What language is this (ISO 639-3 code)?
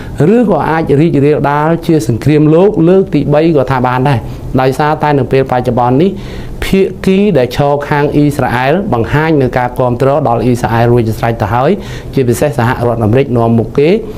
khm